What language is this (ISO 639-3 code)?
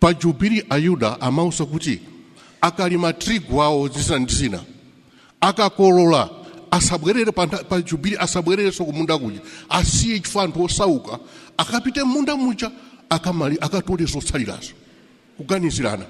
nya